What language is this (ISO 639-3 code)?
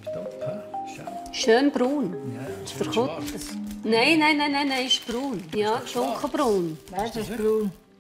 gsw